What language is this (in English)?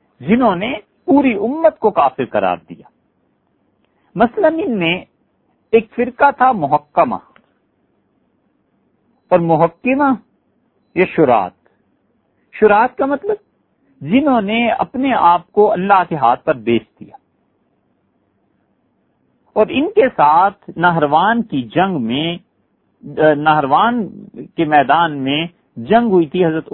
Urdu